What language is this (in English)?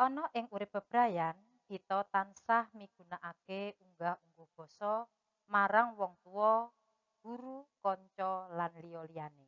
Javanese